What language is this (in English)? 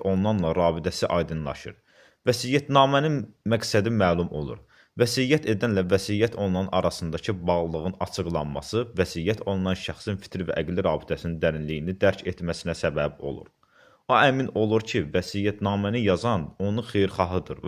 Azerbaijani